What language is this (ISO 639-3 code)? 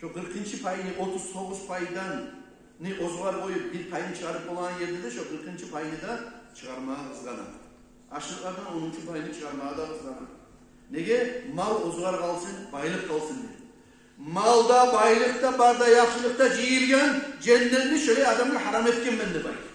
kum